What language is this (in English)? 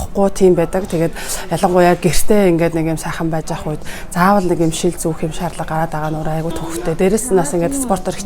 Mongolian